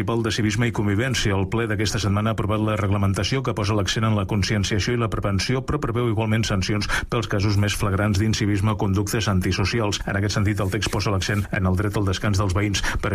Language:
Catalan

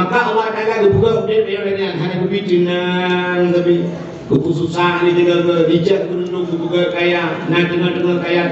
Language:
Achinese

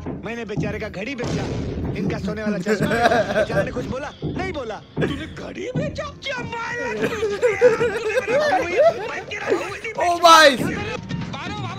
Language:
Hindi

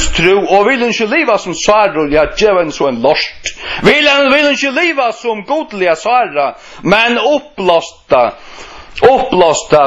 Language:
Faroese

